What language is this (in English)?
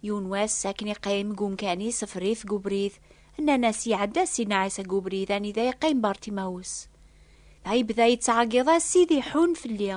Kabyle